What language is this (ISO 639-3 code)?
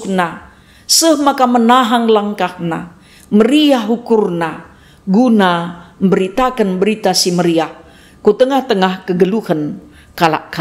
btx